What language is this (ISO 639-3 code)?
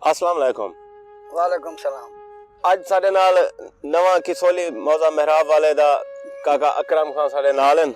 skr